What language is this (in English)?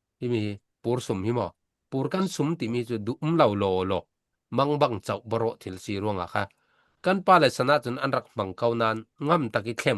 Falam Chin